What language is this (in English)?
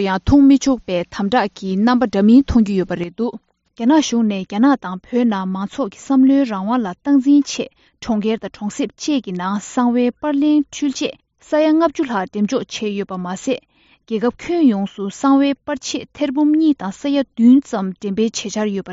Tibetan